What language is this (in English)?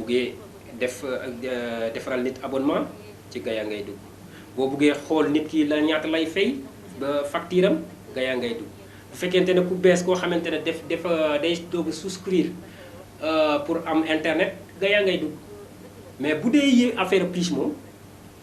Wolof